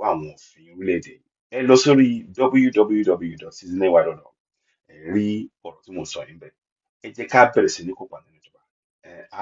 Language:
Yoruba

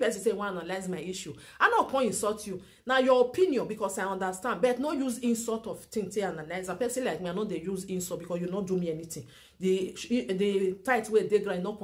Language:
Nigerian Pidgin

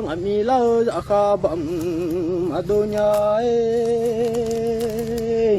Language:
Akha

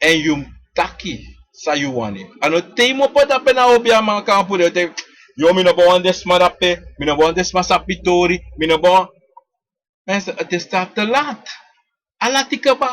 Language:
Sranan Tongo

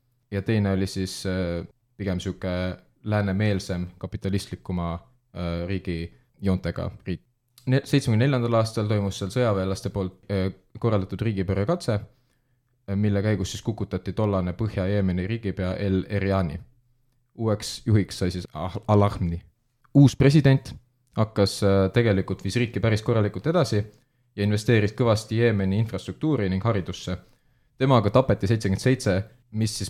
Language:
Estonian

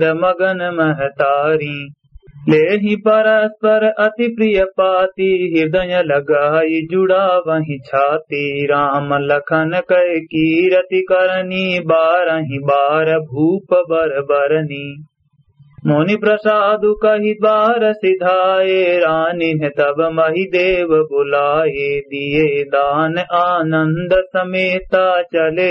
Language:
Awadhi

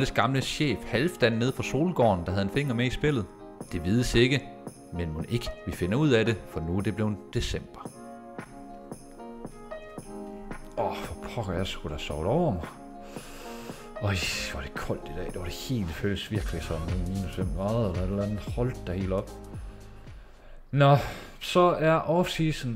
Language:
Danish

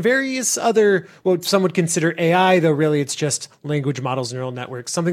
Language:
English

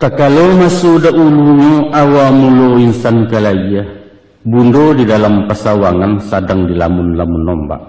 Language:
Minangkabau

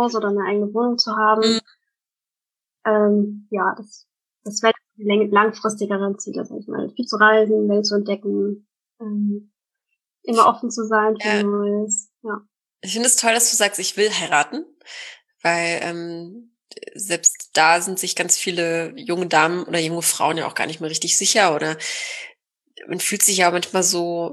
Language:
German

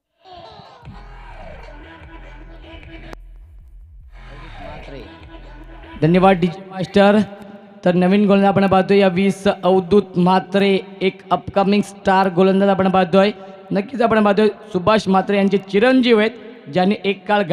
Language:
Marathi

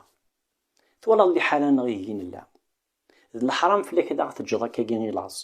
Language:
Kabyle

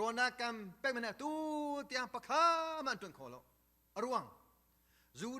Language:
Hakha Chin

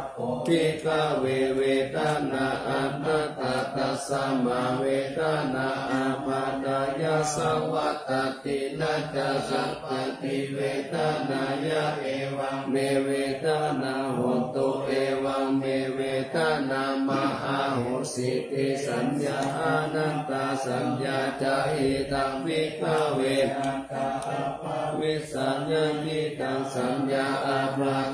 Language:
Pali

